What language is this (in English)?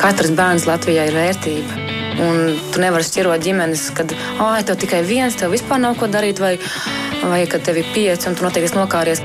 Latvian